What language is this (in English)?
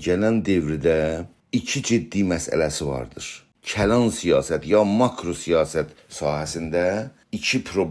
South Azerbaijani